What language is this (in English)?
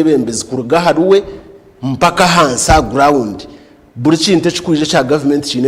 Nyankole